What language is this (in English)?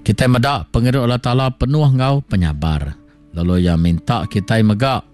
Iban